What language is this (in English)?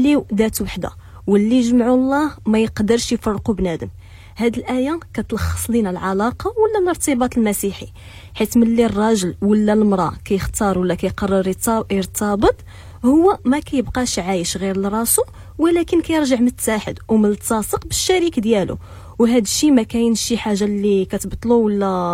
Moroccan Arabic